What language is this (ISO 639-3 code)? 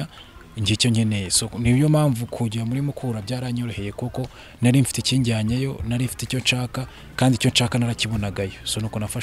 kin